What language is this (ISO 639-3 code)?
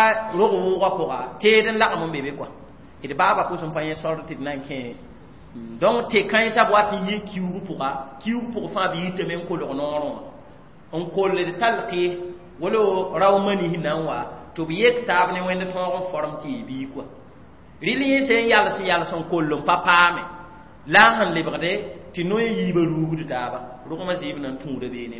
mos